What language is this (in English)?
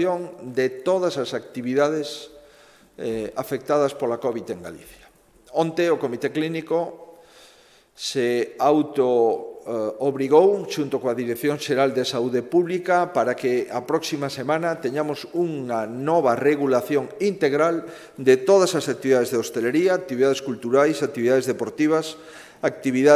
Galician